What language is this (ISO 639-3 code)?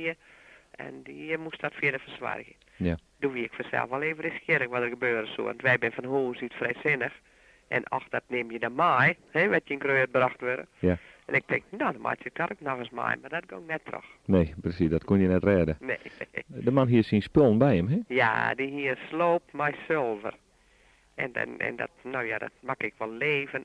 fry